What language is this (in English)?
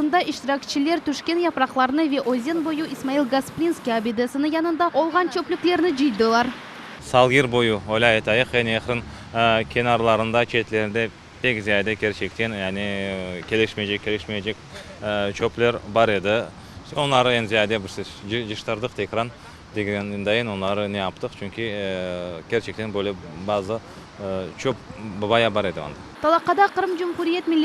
Crimean Tatar